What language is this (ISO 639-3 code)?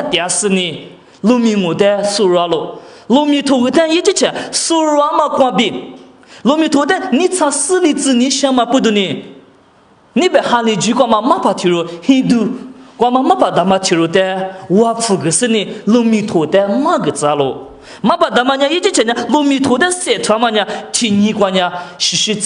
lis